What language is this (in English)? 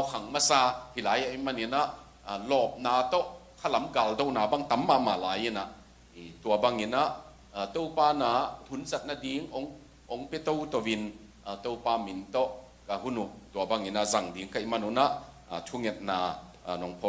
Tedim Chin